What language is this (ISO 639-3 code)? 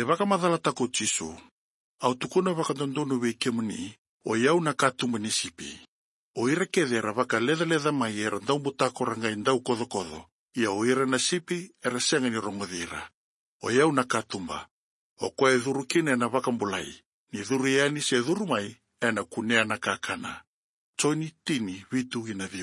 fij